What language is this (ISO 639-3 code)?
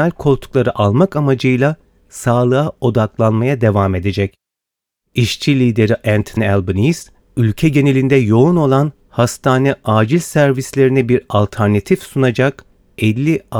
tur